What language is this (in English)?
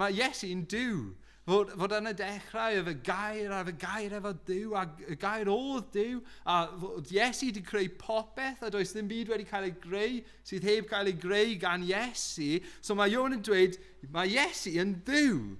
Welsh